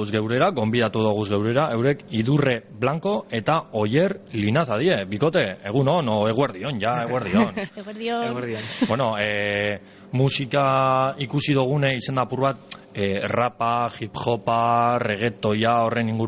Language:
Basque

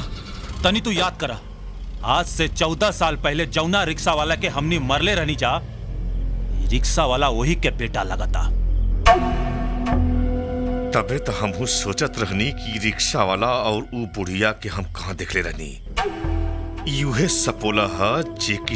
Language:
Bhojpuri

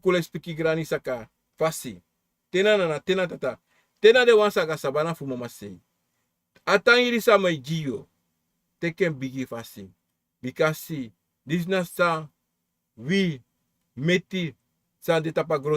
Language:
Sranan Tongo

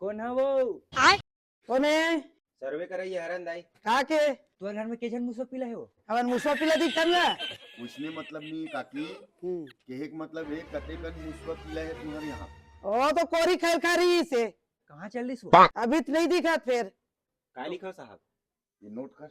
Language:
Chhattisgarhi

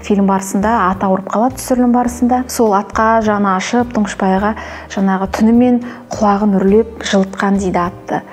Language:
Kazakh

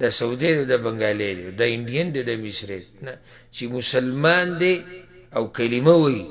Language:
Pashto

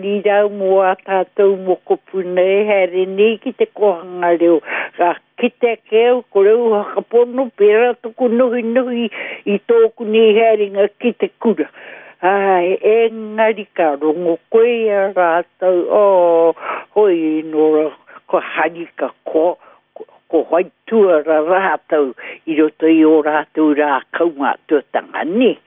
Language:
Māori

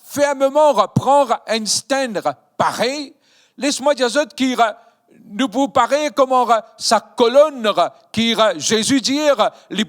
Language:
Morisyen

